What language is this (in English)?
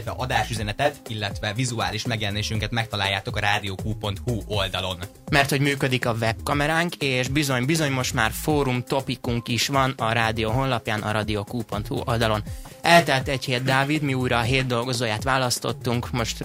Hungarian